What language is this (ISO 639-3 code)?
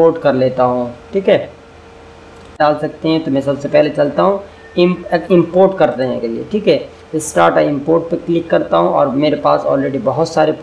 hin